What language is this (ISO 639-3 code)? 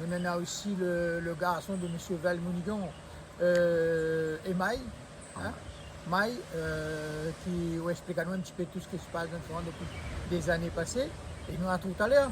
rcf